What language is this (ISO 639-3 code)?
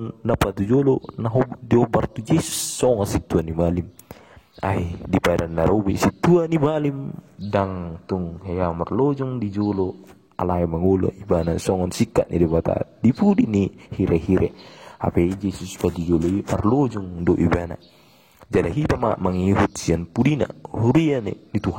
bbc